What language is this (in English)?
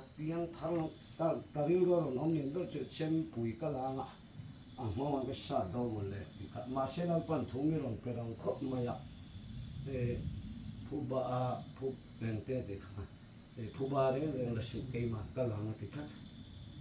Mizo